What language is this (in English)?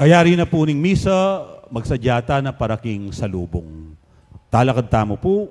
Pampanga